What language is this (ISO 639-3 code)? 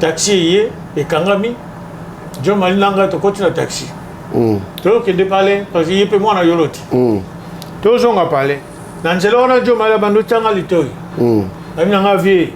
lin